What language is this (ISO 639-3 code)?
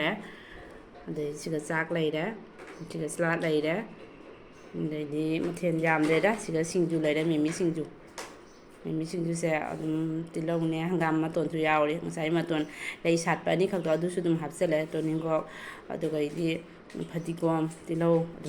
mni